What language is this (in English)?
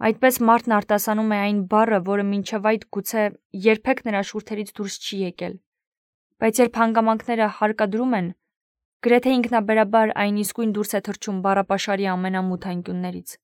Armenian